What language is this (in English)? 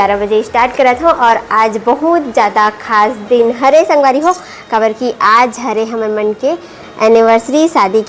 Chhattisgarhi